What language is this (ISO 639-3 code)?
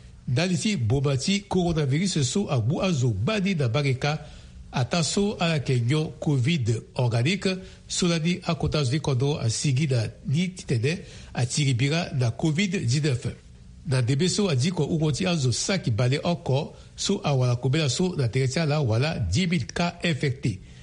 sag